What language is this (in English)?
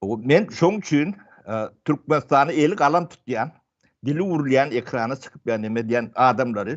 Turkmen